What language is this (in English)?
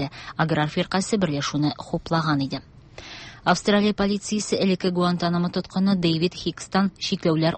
Tatar